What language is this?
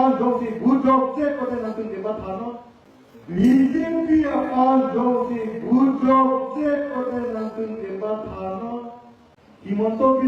Karbi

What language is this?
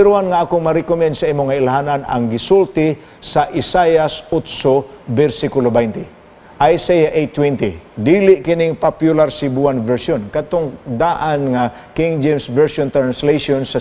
Cebuano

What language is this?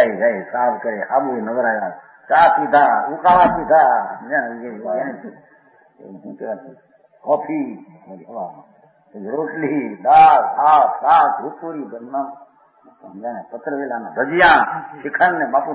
Gujarati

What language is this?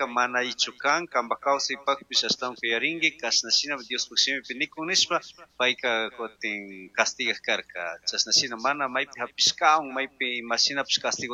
Chimborazo Highland Quichua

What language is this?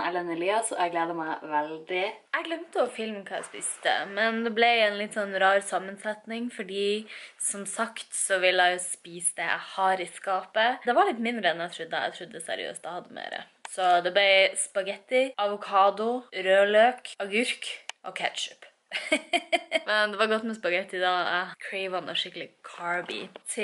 Norwegian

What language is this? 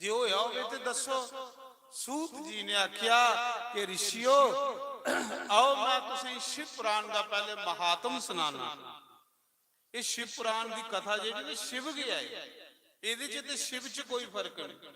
Dogri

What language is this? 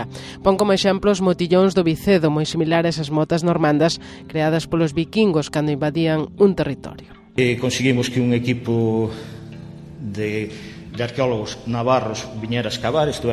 Galician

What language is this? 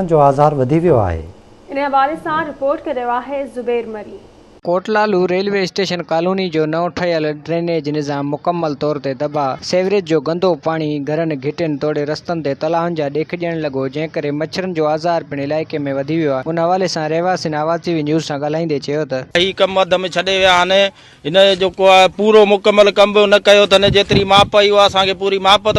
Sindhi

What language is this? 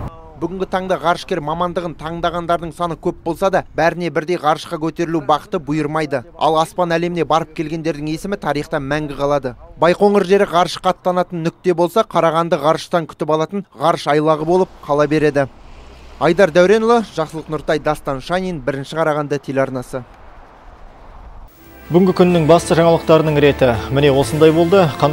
Kazakh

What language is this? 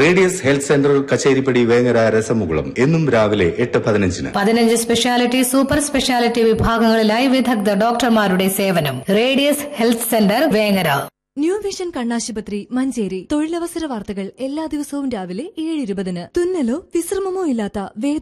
Malayalam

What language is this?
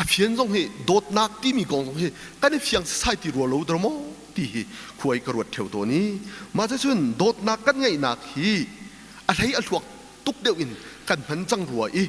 Hakha Chin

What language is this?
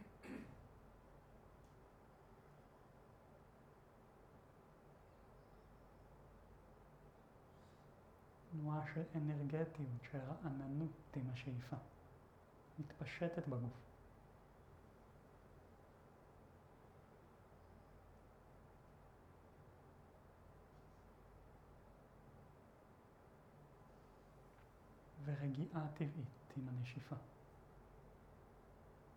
Hebrew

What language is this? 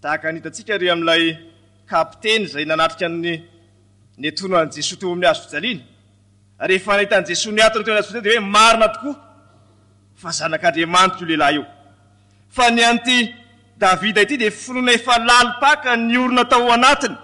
Malagasy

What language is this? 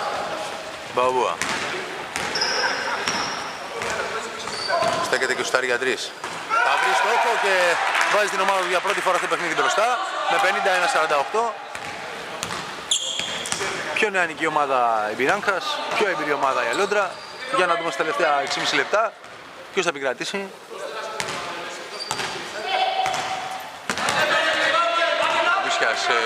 Greek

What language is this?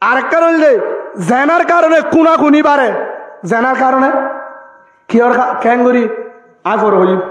Rohingya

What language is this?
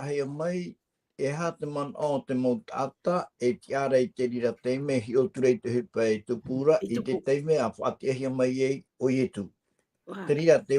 Tahitian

